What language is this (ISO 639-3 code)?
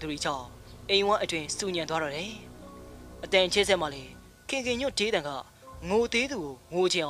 mya